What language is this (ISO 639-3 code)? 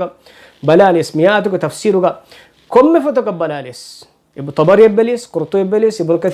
div